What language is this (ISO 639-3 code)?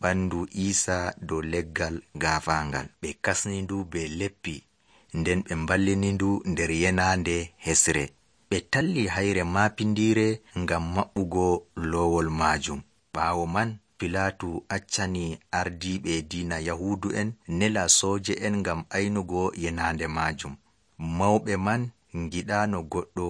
fuv